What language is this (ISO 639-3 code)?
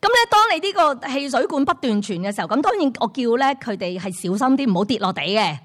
yue